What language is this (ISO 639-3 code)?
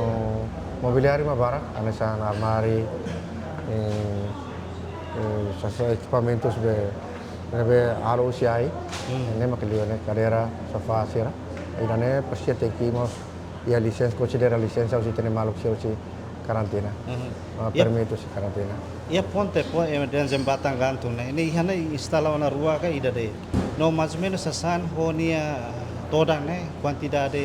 tet